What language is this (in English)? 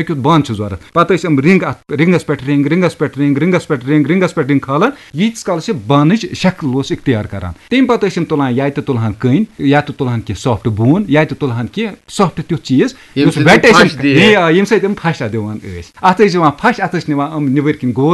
Kashmiri